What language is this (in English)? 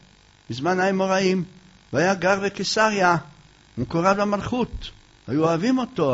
Hebrew